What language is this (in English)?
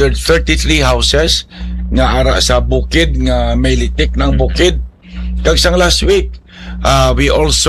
Hiligaynon